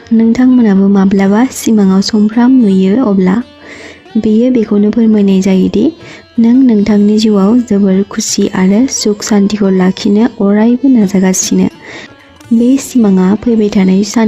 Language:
Bodo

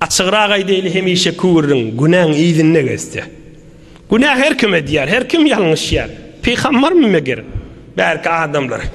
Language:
Turkmen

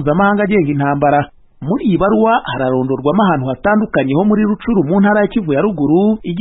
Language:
Kinyarwanda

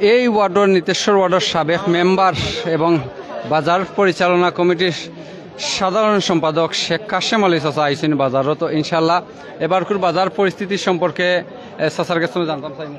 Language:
Sylheti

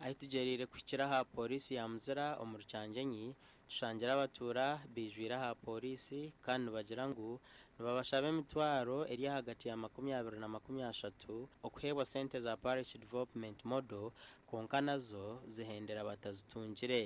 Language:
Nyankole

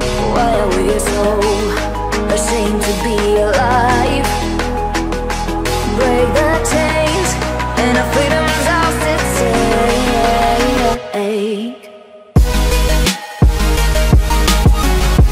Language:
English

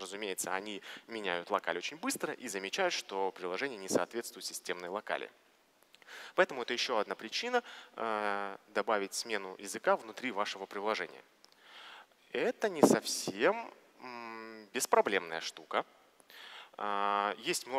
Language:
Russian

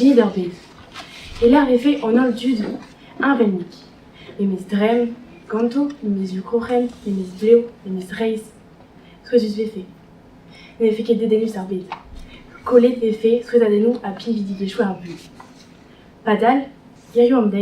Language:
Breton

